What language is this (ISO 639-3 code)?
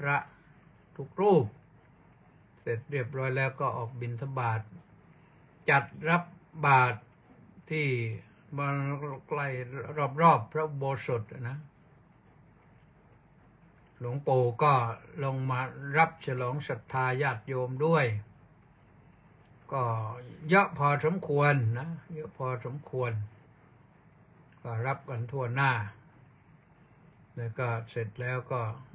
tha